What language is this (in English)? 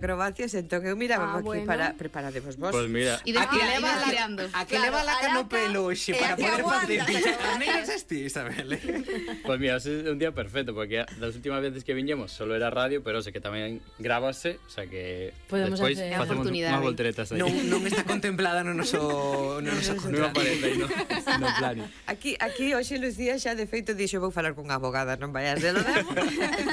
Galician